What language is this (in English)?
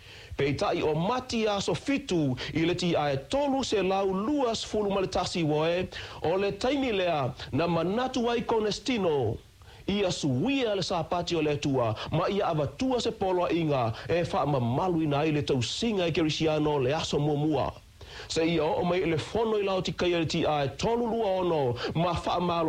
Samoan